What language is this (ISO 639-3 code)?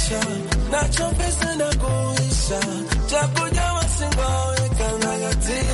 kin